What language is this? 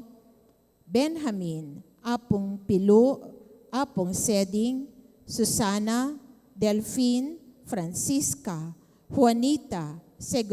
Pampanga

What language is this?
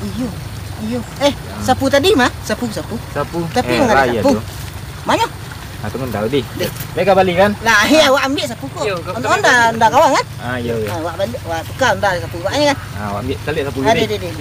Minangkabau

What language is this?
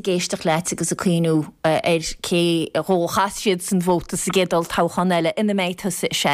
Irish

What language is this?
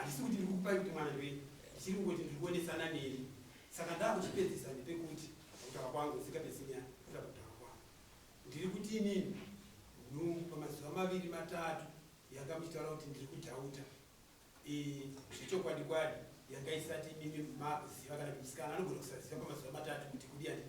Shona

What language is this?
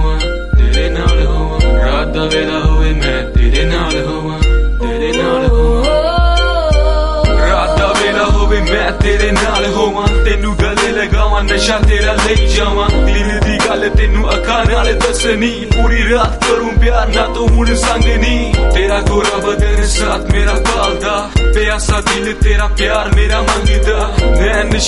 Punjabi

